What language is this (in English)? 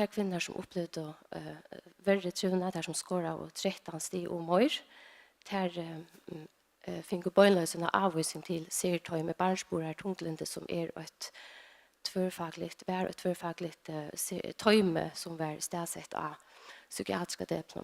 Faroese